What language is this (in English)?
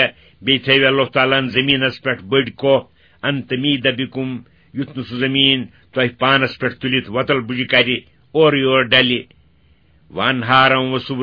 Kashmiri